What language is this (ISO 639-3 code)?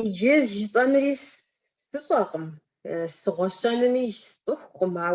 kbd